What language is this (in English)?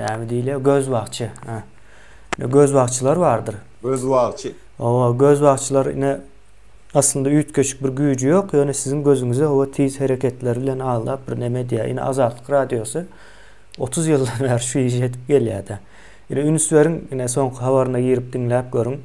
Turkmen